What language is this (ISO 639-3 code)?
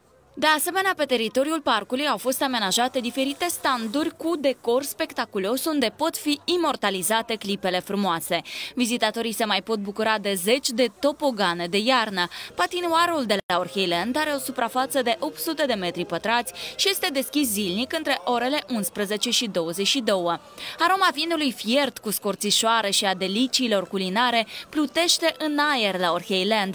ron